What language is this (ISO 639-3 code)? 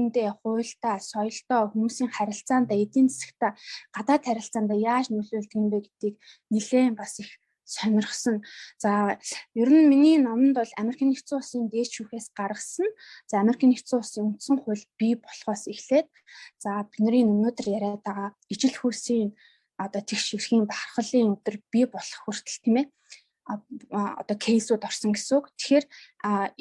mon